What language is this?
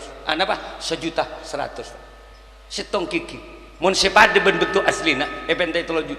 Madurese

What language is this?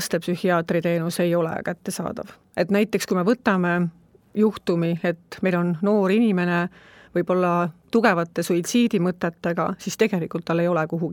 Estonian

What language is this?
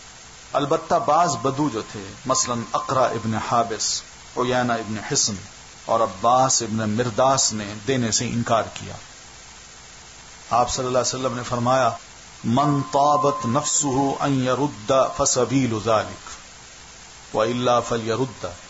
Urdu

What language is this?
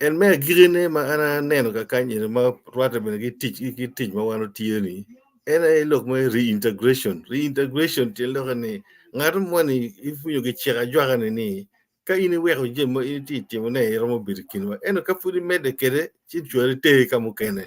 Acoli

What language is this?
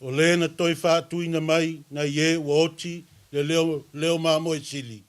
Samoan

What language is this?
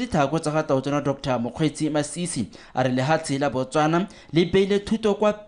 Tswana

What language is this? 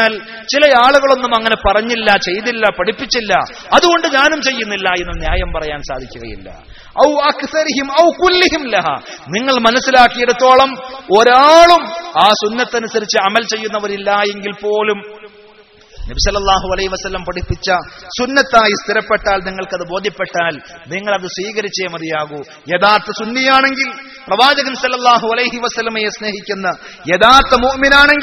Malayalam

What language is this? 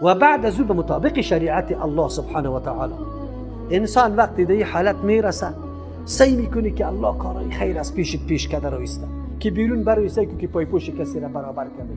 Tajik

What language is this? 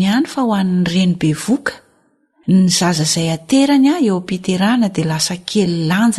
Malagasy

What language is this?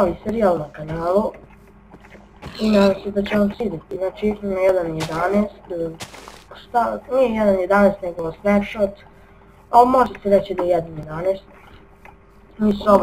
Croatian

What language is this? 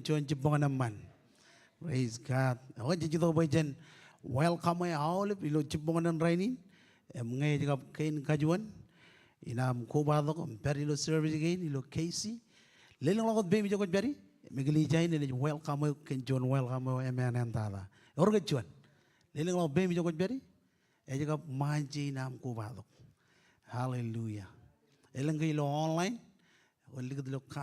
Marshallese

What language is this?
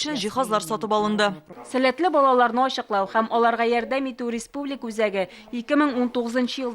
Tatar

